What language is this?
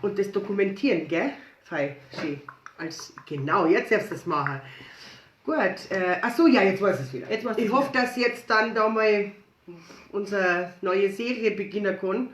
Bavarian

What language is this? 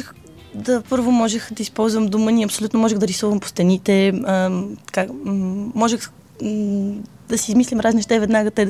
Bulgarian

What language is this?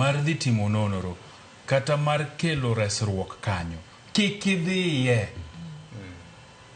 Luo (Kenya and Tanzania)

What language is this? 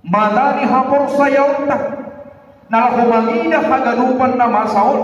Batak Simalungun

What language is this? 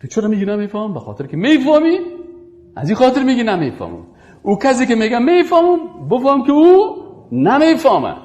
Persian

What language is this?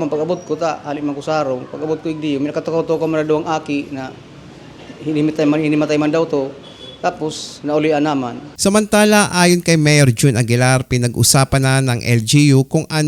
Bikol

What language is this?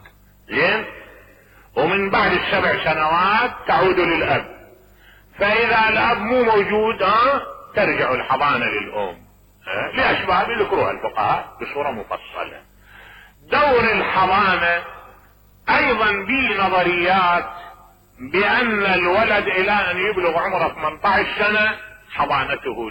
Mesopotamian Arabic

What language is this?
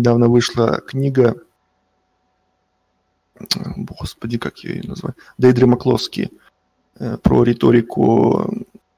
Russian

